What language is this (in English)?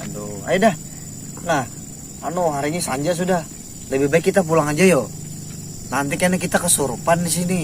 Banjar